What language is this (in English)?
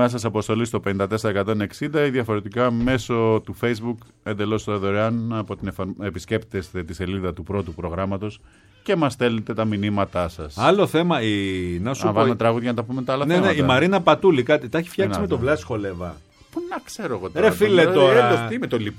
Greek